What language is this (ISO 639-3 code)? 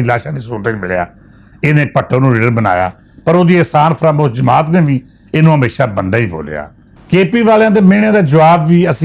lah